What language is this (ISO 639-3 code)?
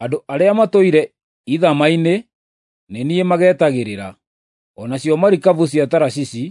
kik